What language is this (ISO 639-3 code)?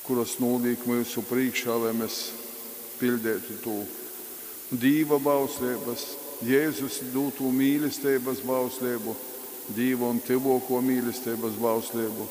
ltg